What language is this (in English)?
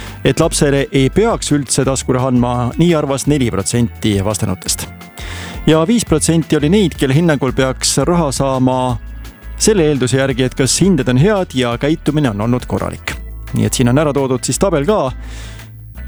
Estonian